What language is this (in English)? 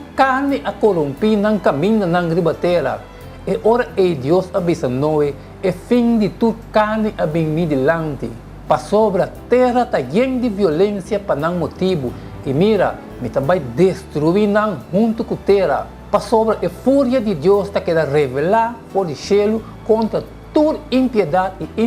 Papiamento